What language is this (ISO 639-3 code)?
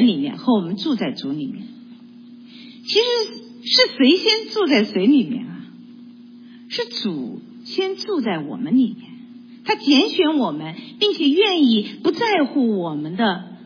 zho